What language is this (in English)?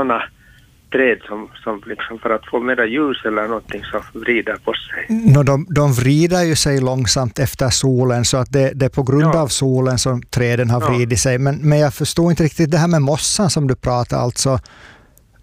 Swedish